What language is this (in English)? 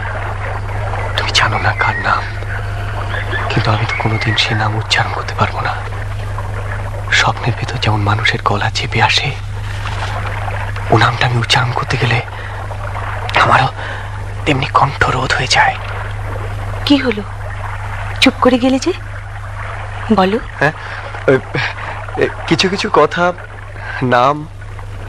Bangla